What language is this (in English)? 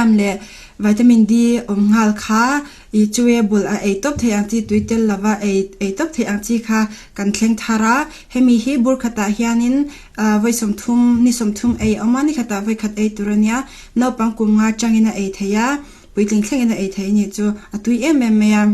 Mizo